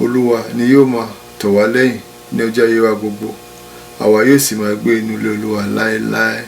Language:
Yoruba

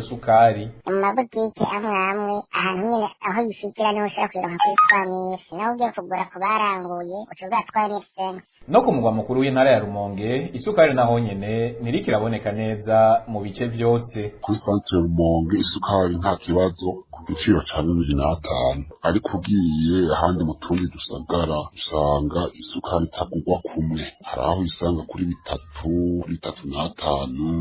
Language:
Rundi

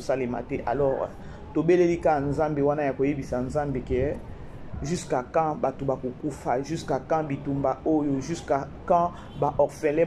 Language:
Lingala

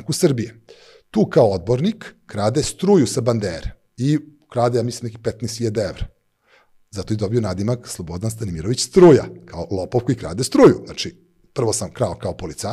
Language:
Serbian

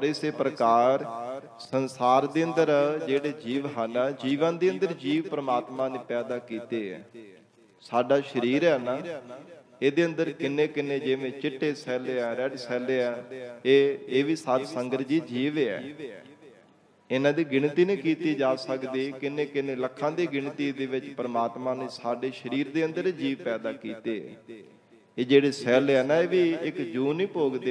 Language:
Punjabi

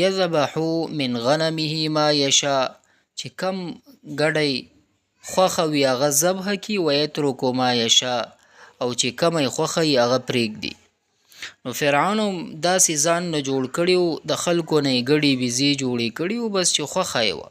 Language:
Pashto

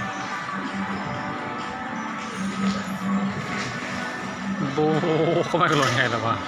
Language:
Lao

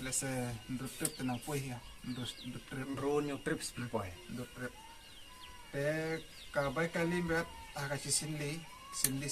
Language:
Khasi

